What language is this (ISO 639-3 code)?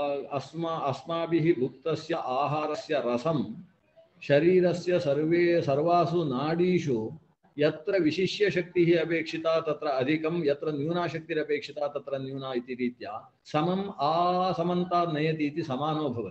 san